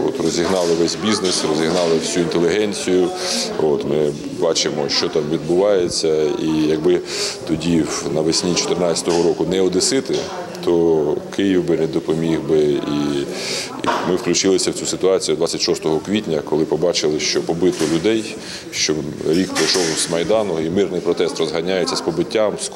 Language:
Ukrainian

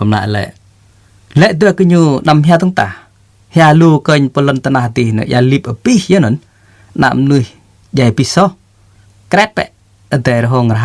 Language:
Jarai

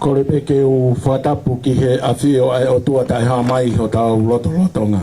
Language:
Tongan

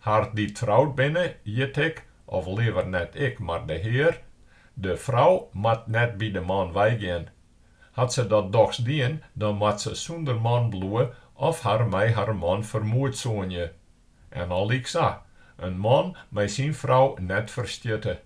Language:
Western Frisian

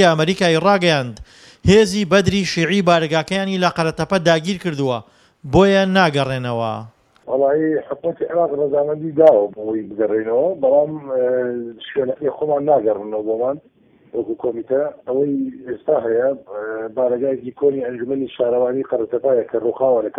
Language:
Central Kurdish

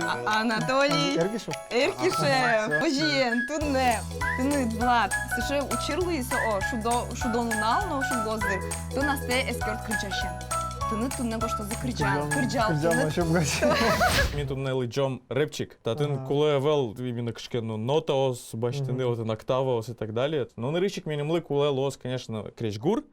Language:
Udmurt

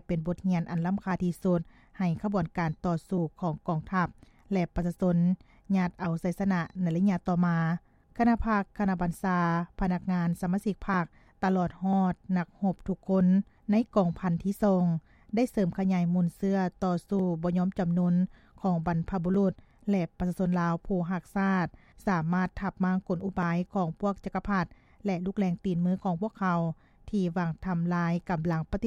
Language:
Lao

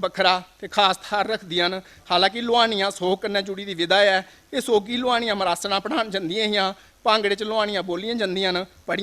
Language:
Dogri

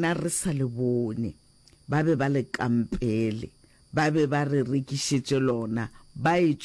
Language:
Northern Sotho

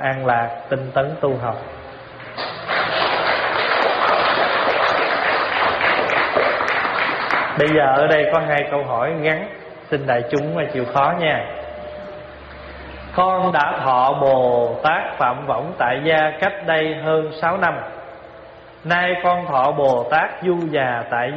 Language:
Vietnamese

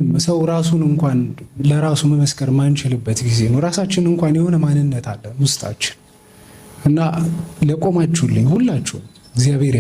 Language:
Amharic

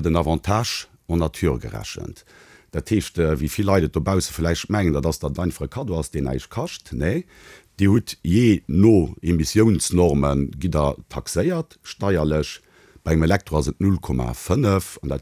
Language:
Luxembourgish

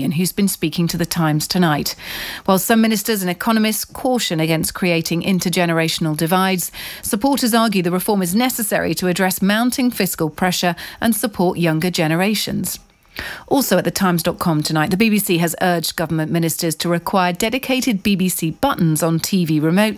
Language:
English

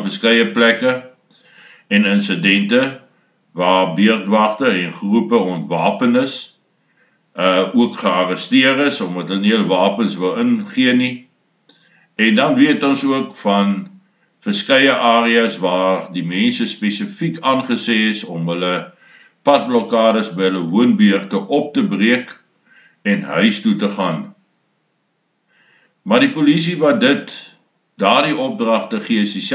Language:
Afrikaans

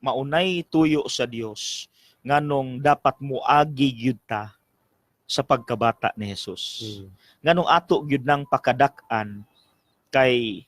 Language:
Cebuano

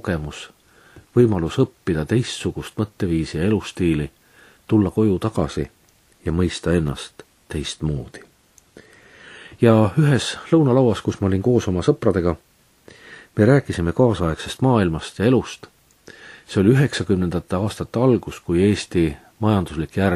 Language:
Estonian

